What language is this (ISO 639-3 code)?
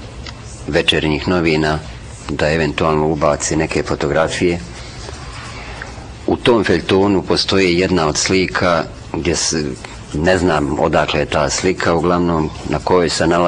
hrv